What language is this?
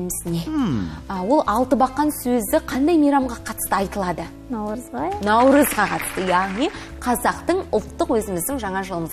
Kazakh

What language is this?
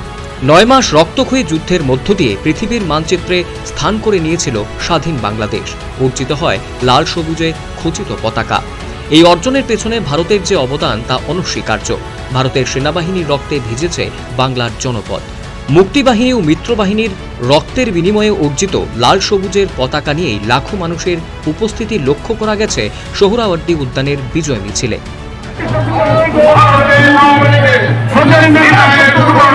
Bangla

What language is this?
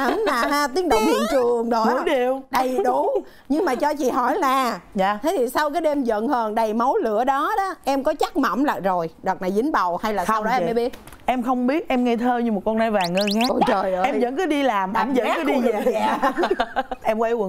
Vietnamese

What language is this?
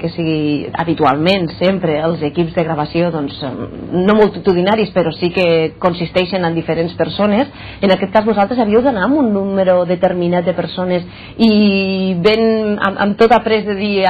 Catalan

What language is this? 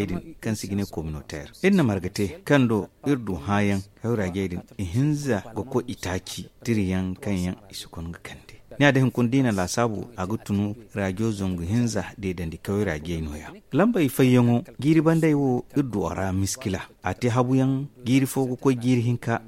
Zarma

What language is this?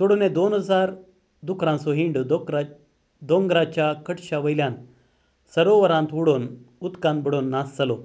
Konkani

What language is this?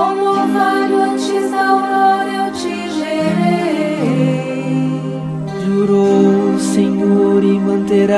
Portuguese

